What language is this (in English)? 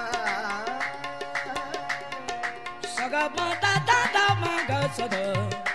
Punjabi